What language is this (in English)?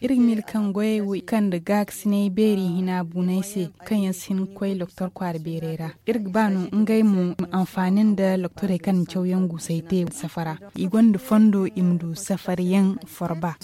Zarma